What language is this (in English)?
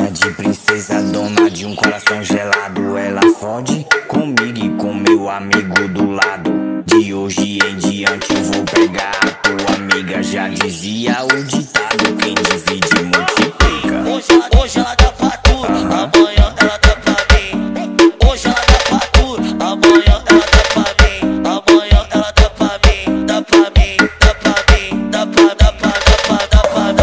Portuguese